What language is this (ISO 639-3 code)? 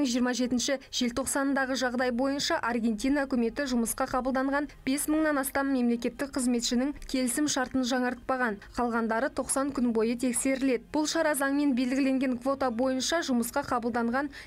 kaz